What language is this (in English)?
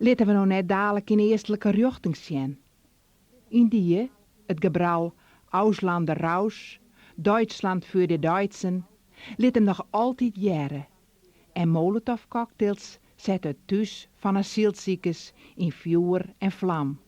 Western Frisian